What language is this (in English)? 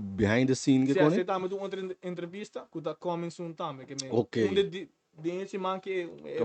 Papiamento